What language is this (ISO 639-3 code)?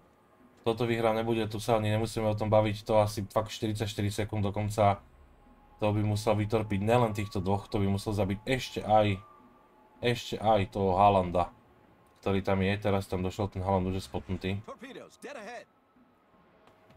slk